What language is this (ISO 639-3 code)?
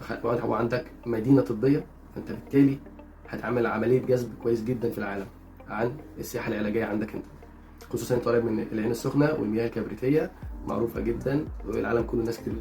arz